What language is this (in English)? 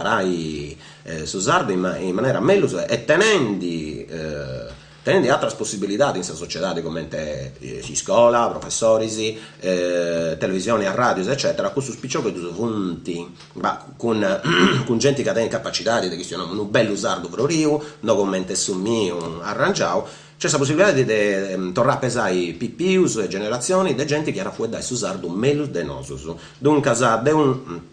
Sardinian